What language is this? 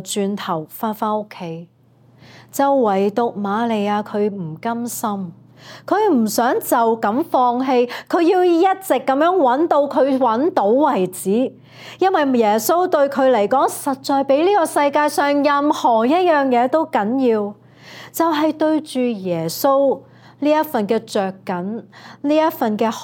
Cantonese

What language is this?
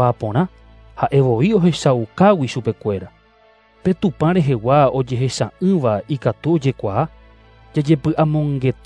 Guarani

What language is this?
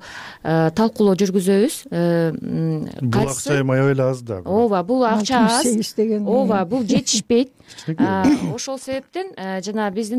Kyrgyz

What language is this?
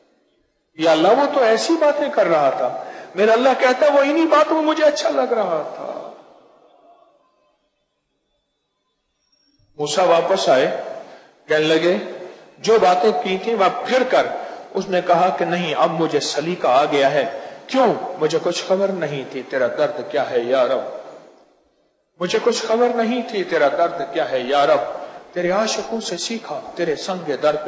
Urdu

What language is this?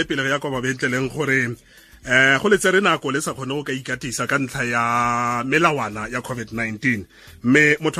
Tswana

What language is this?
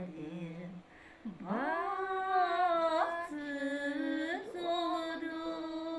Crimean Tatar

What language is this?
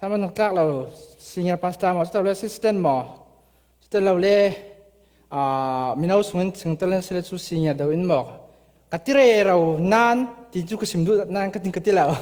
Falam Chin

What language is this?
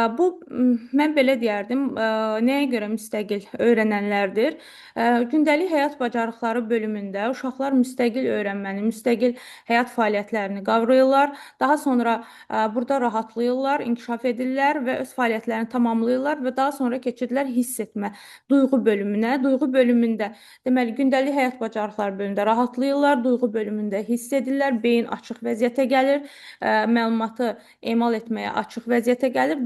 Azerbaijani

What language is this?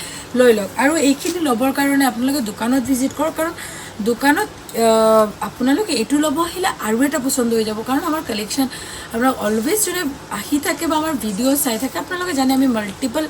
Assamese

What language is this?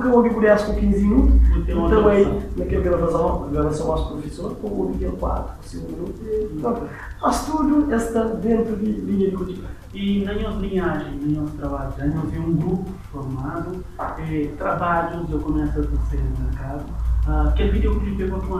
Kabuverdianu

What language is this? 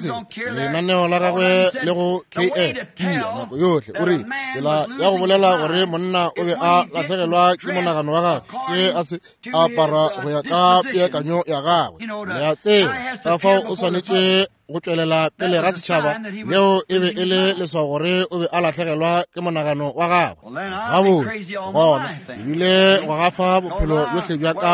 Northern Sotho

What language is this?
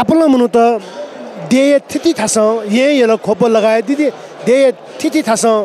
Newari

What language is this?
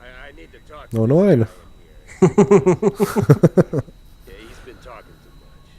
Swiss German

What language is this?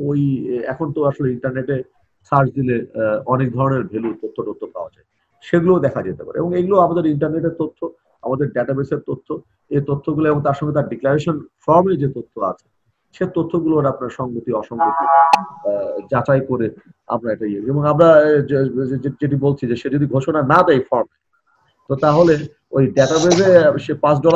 Bangla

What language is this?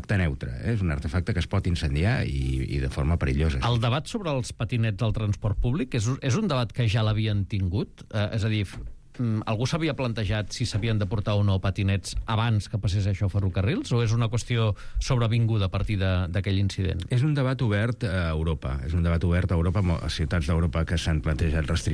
Catalan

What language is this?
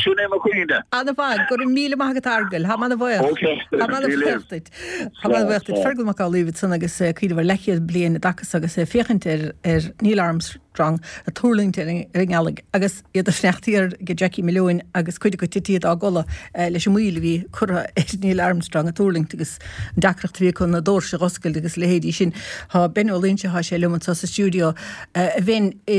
Irish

